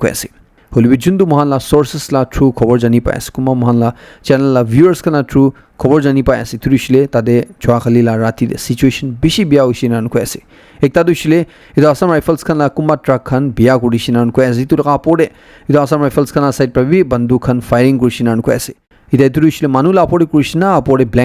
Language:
Naga Pidgin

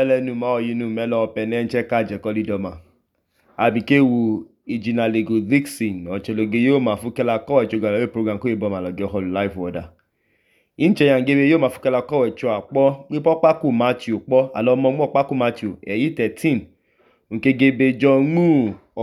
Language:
Idoma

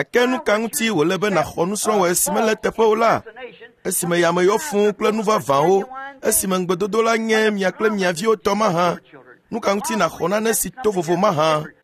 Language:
Ewe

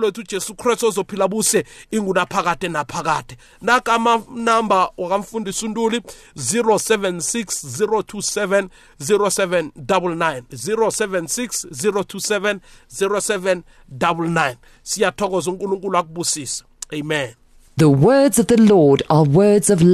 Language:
South Ndebele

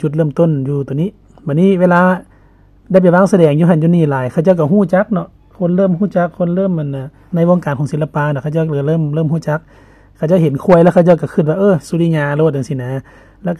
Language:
Lao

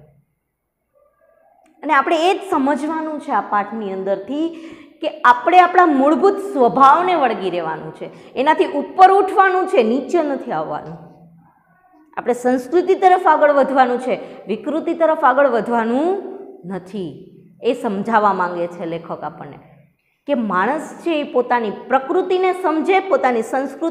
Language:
Gujarati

